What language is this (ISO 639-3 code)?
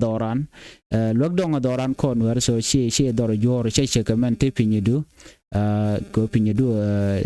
nus